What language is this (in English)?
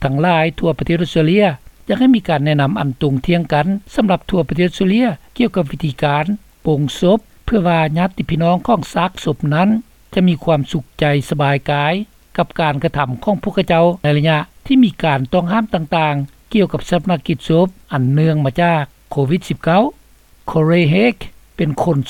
Lao